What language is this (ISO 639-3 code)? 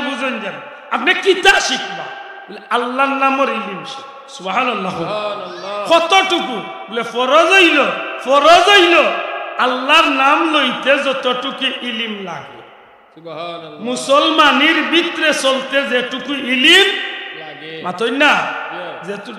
syl